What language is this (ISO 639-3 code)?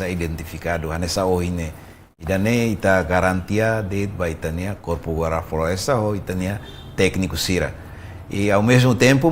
tet